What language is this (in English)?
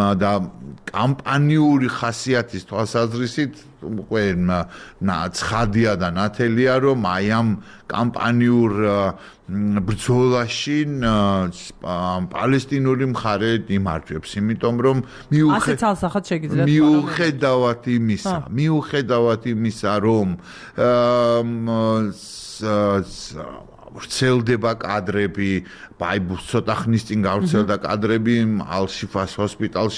Georgian